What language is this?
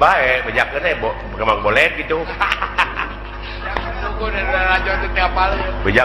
Sundanese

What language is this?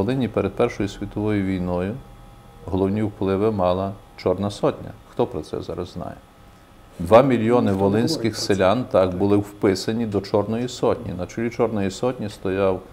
Ukrainian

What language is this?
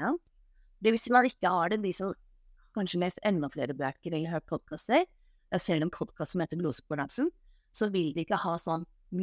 Norwegian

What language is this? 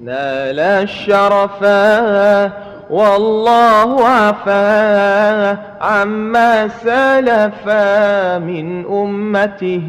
Madurese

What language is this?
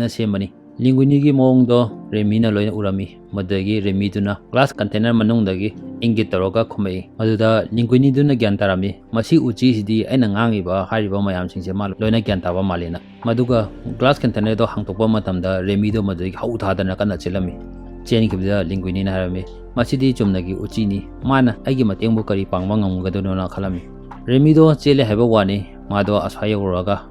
Manipuri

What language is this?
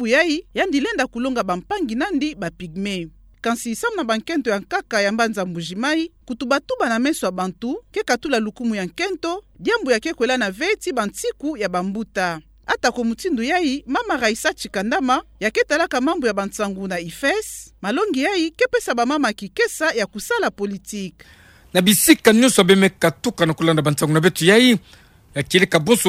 Kituba (Democratic Republic of Congo)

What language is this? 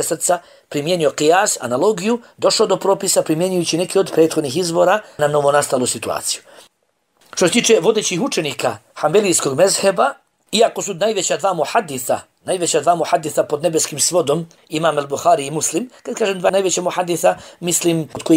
Bosnian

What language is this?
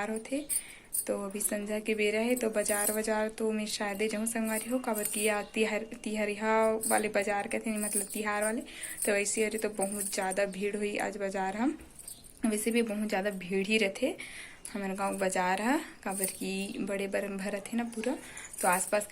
Chhattisgarhi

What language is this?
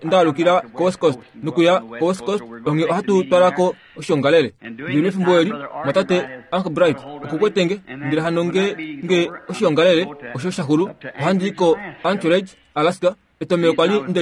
Kuanyama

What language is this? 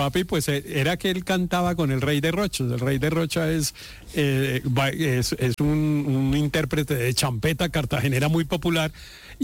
Spanish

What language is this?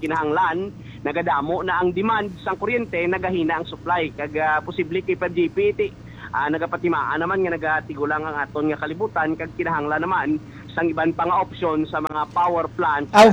Hiligaynon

